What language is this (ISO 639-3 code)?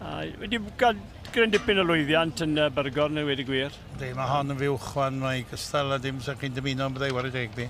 cym